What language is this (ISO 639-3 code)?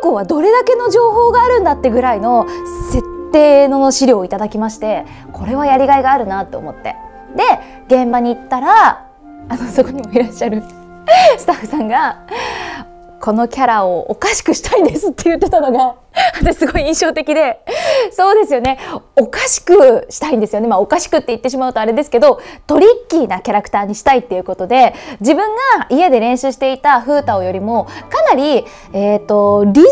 jpn